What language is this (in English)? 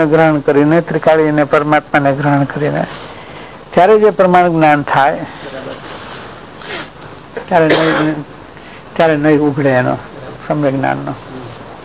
Gujarati